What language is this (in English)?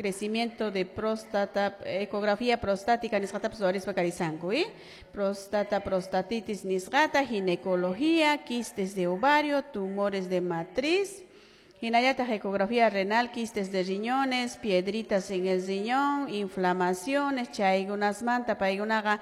Quechua